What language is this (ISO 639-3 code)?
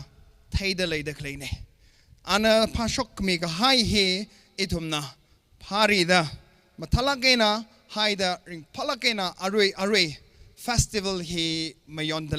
nmf